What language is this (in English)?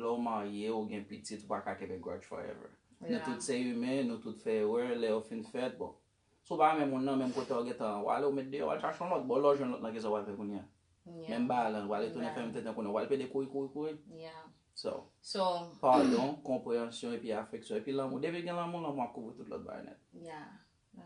Haitian Creole